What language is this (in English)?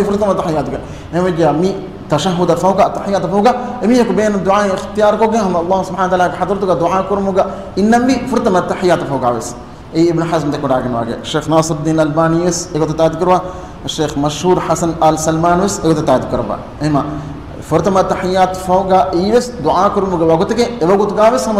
Divehi